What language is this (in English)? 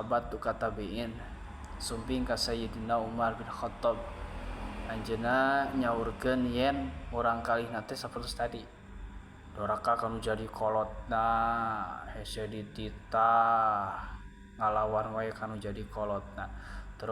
Sundanese